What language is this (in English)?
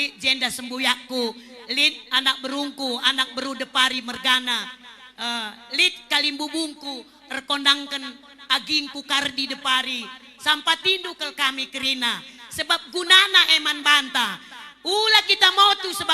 Batak Karo